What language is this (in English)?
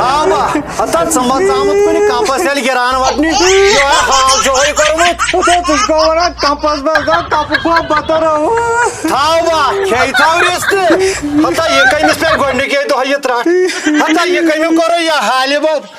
Kashmiri